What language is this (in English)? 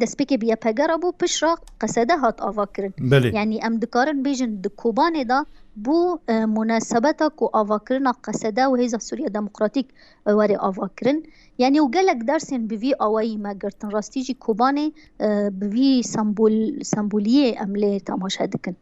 Kurdish